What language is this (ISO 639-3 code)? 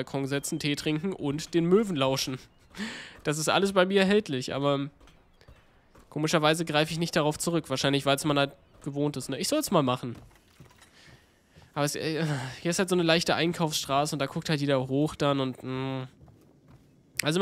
deu